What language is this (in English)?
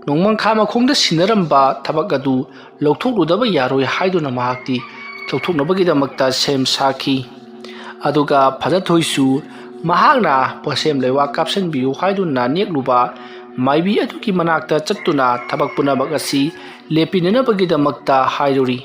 Manipuri